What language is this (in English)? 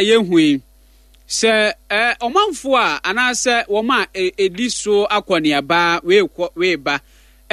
Akan